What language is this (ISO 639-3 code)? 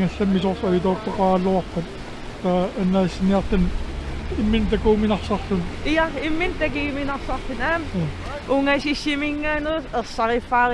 kal